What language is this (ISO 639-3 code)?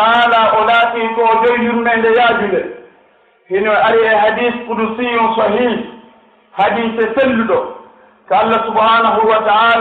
fuf